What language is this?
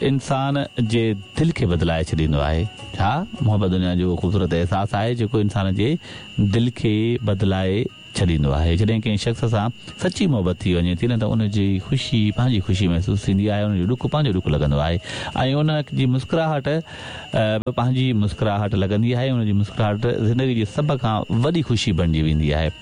Sindhi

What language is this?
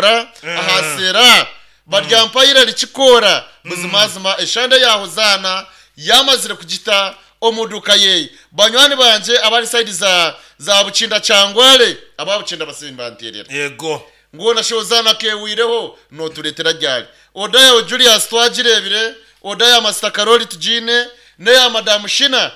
Nyankole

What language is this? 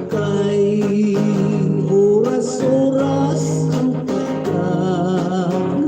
Hiligaynon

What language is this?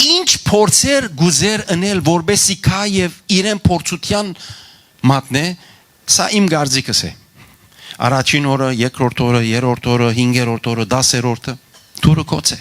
Western Armenian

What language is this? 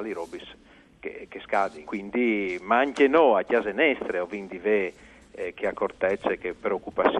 Friulian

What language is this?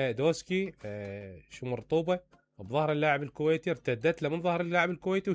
Mesopotamian Arabic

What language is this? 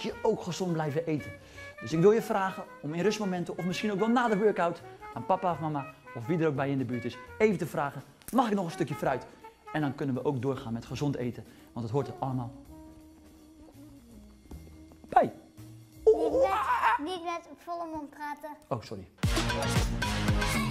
Dutch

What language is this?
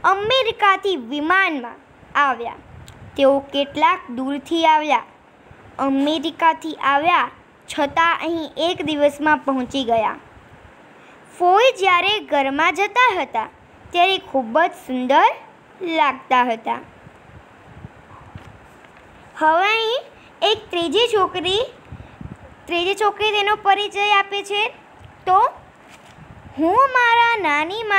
Gujarati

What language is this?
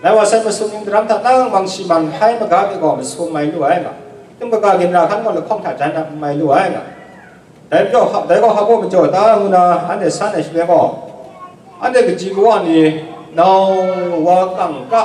Kachin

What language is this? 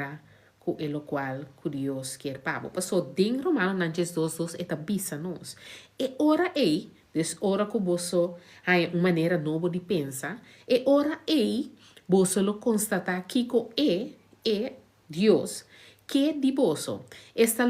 Papiamento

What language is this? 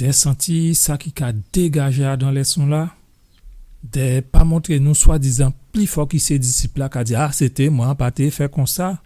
Guadeloupean Creole French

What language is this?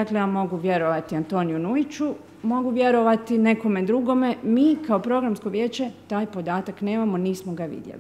Croatian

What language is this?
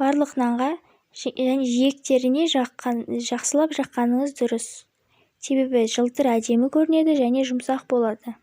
Kazakh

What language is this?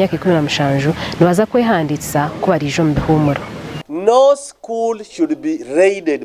Nyankole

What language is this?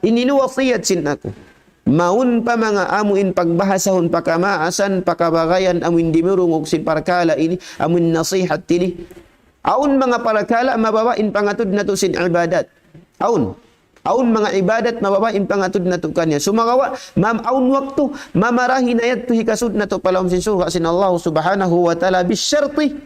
Tausug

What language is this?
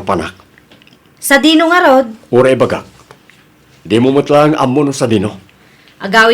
Iloko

